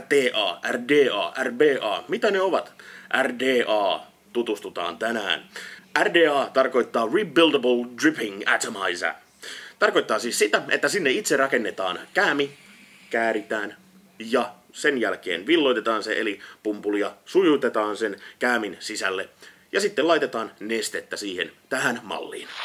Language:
Finnish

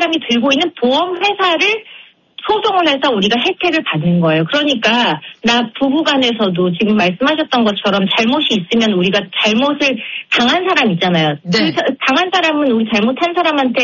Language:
Korean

